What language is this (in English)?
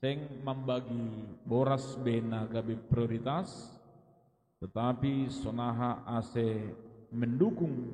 Batak Simalungun